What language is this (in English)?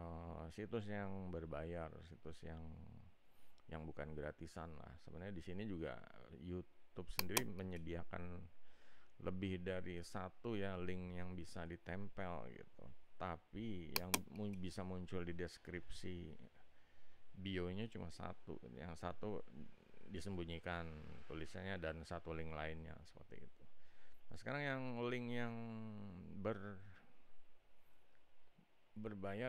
Indonesian